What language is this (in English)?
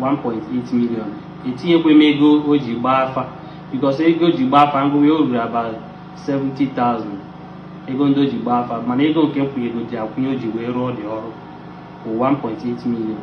Igbo